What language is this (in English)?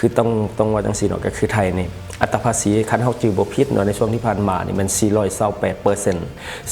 Lao